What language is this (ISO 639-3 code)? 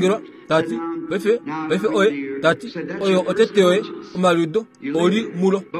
kua